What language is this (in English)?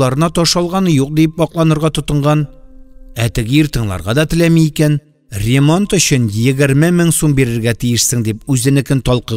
Tatar